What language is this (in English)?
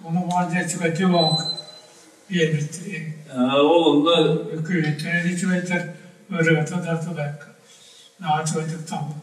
Yakut